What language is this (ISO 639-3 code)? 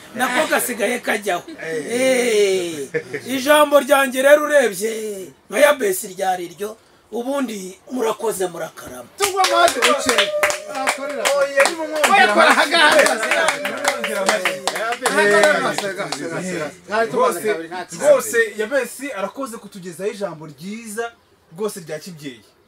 kin